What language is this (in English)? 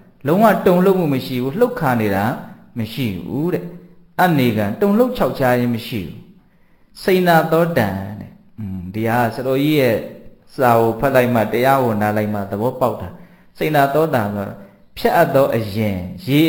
Burmese